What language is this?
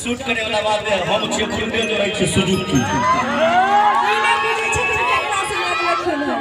Maithili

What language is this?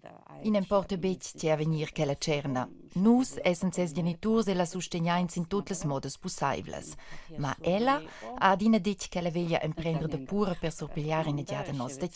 Romansh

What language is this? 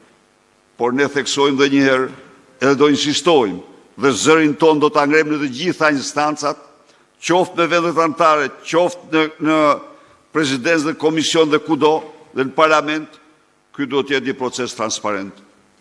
Albanian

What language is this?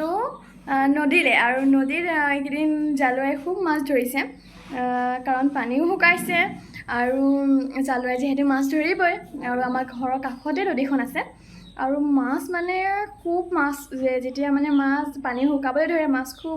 Assamese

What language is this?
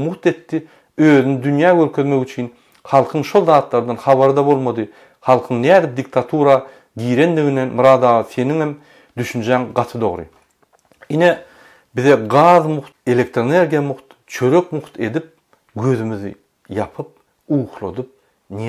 Turkmen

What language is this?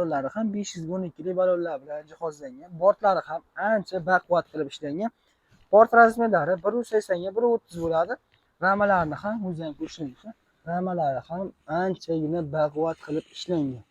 Uzbek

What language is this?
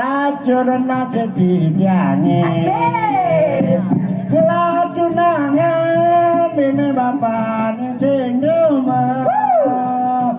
Balinese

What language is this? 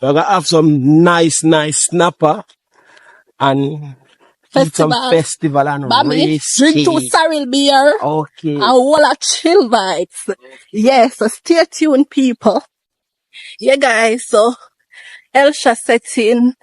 Jamaican Creole English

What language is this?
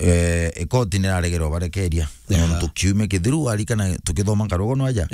Meru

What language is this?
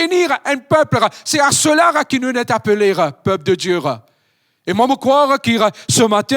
Morisyen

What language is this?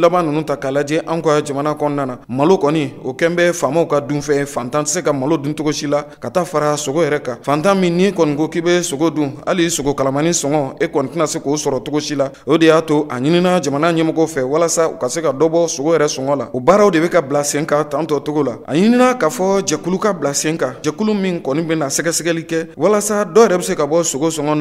Bambara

